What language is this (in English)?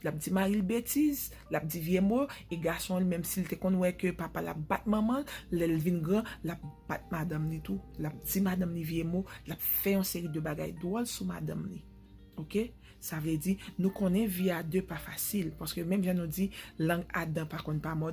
Haitian Creole